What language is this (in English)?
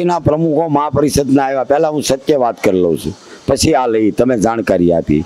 Gujarati